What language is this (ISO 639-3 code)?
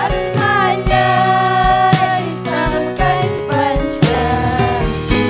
quy